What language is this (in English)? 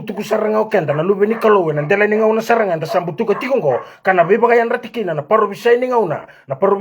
Fijian